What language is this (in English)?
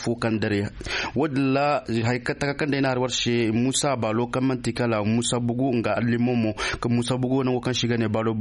Zarma